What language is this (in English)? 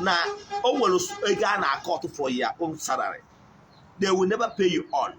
Igbo